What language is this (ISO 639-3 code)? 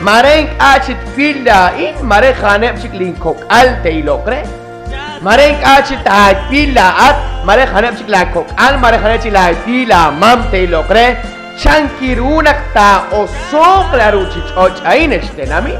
kek